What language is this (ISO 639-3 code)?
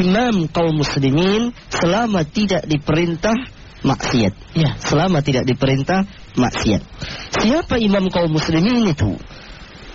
ind